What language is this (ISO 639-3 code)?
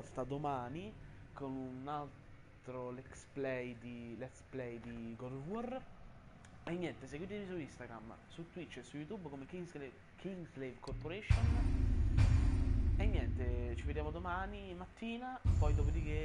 ita